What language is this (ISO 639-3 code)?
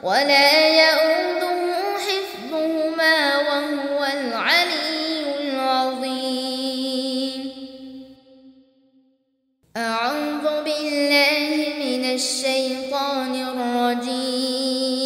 ara